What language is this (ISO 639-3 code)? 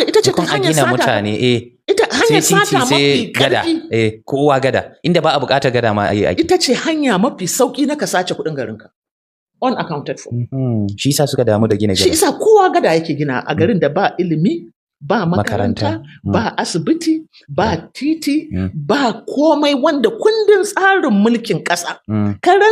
hau